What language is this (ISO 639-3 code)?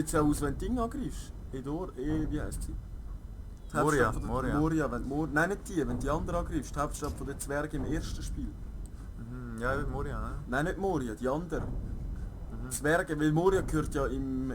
gsw